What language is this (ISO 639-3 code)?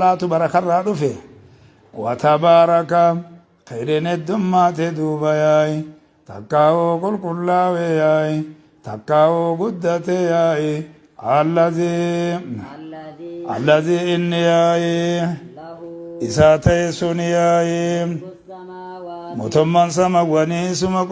orm